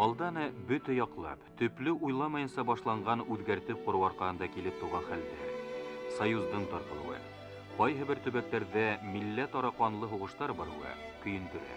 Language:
Bashkir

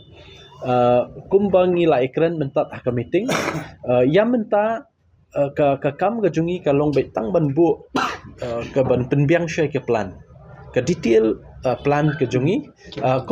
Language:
Khasi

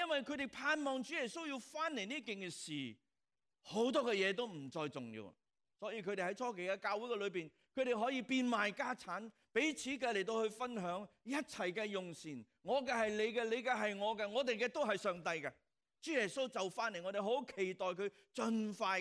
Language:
Cantonese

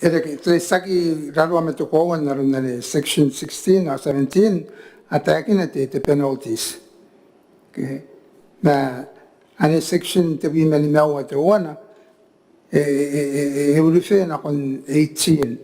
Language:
Gilbertese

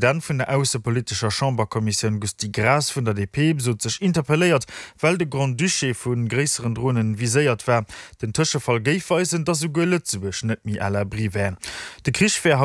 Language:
Luxembourgish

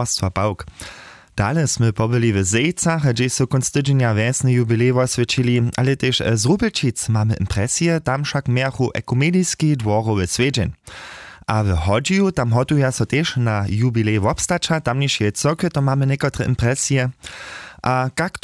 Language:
Upper Sorbian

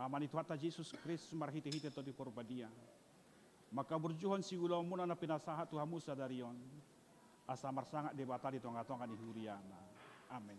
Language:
Batak Toba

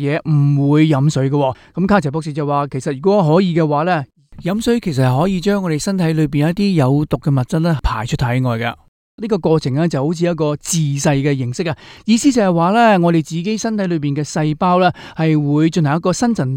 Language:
Cantonese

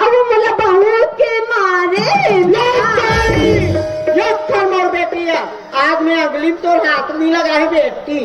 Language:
Chhattisgarhi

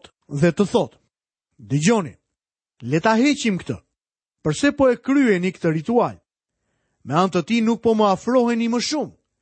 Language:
Albanian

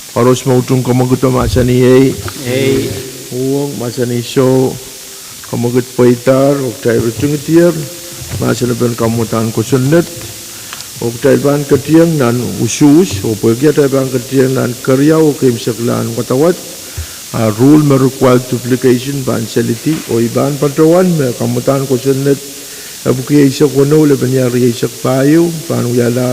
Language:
Pohnpeian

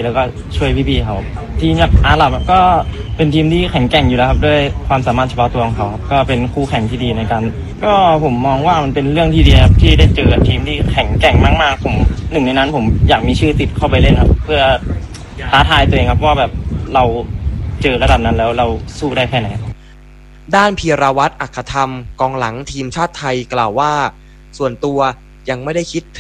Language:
Thai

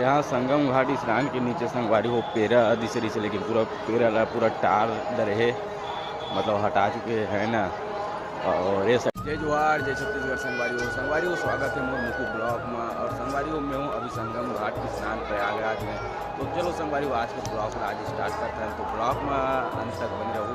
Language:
Chhattisgarhi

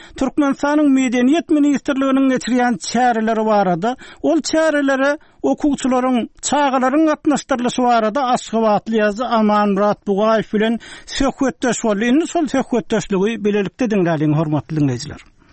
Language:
Turkmen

